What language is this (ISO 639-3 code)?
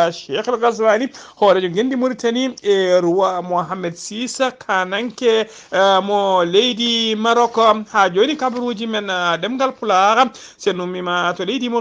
ful